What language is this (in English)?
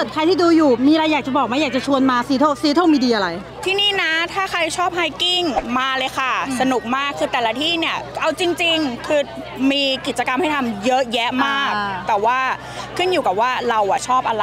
Thai